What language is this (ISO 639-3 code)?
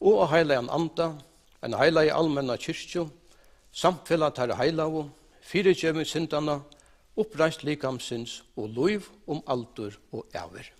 fao